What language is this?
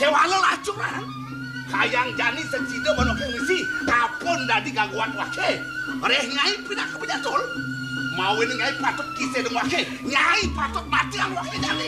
Balinese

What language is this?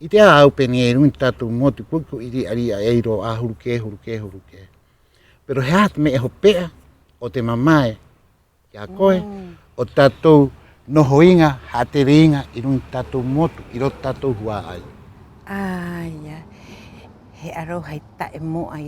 Rapanui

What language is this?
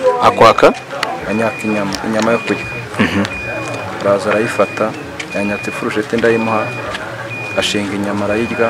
Kinyarwanda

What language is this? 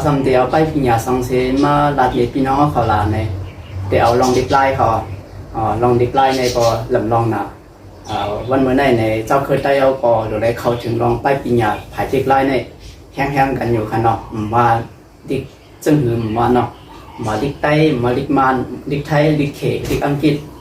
Shan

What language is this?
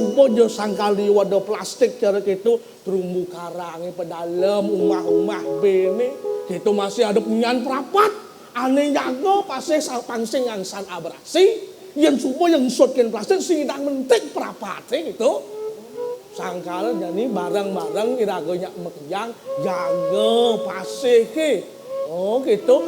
Balinese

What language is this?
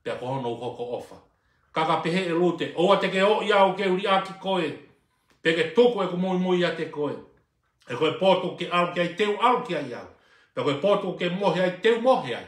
Tongan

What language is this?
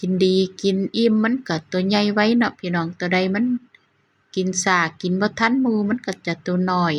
Northeastern Thai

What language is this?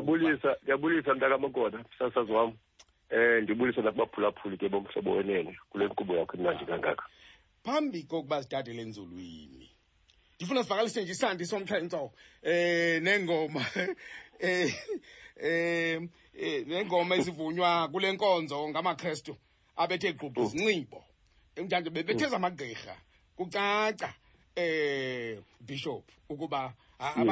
Xhosa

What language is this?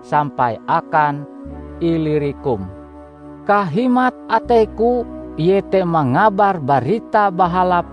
Ngaju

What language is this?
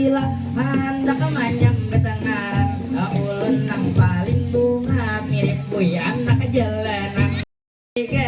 Banjar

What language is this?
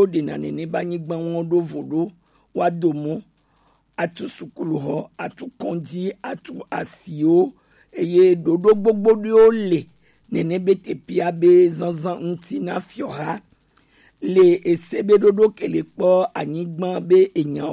Gen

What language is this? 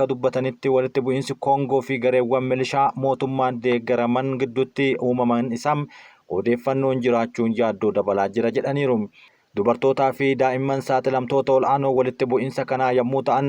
Oromo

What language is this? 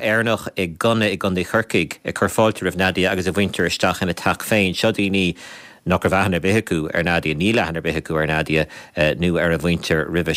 Irish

